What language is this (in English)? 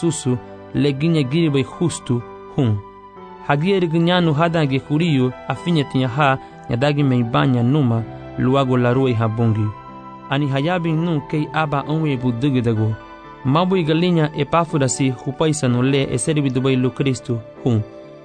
Garifuna